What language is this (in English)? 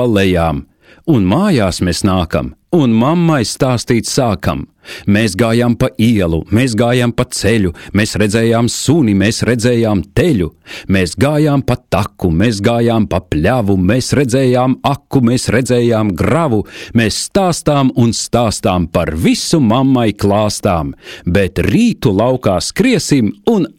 Latvian